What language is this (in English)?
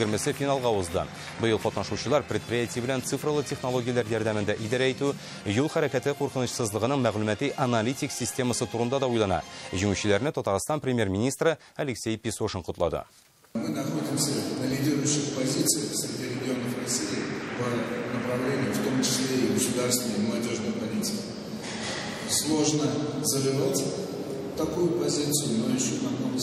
Tatar